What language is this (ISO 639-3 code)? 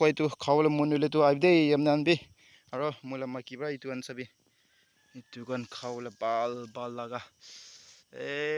nag